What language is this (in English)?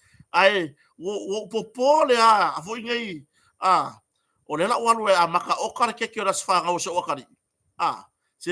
Samoan